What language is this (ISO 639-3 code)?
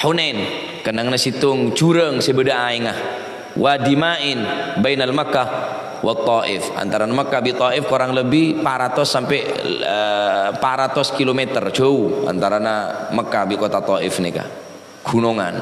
mad